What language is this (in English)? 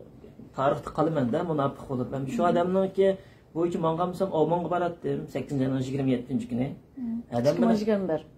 Uyghur